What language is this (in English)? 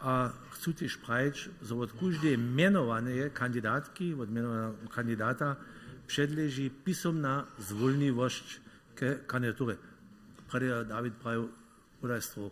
Upper Sorbian